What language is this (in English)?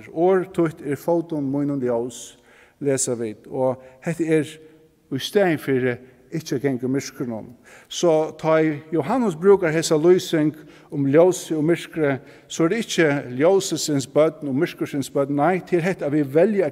Faroese